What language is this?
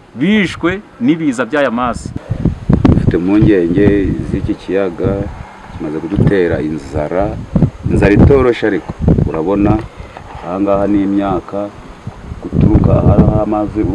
Kinyarwanda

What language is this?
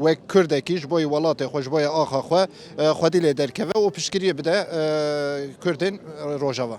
Kurdish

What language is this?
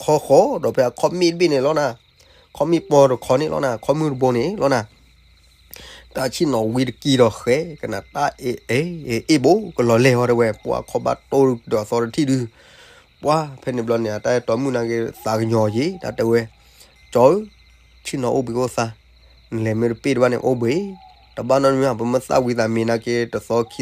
S'gaw Karen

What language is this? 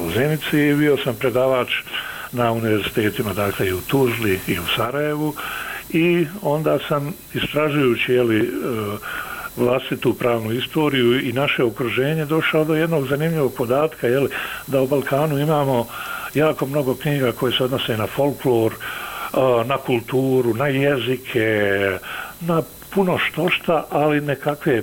Bosnian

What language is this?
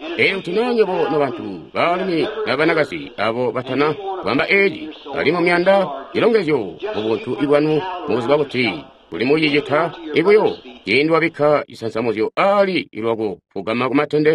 Tonga (Zambia)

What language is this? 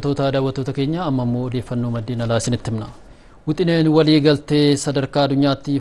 Oromo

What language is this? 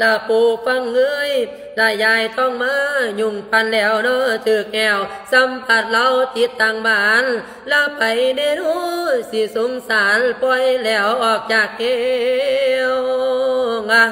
Lao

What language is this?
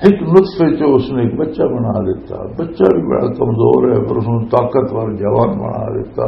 Western Panjabi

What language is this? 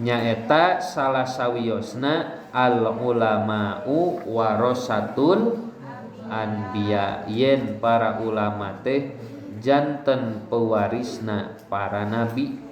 Sundanese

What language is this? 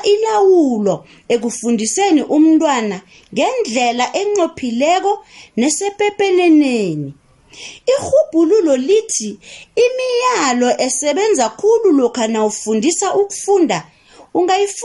South Ndebele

